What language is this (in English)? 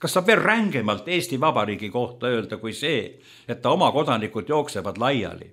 Estonian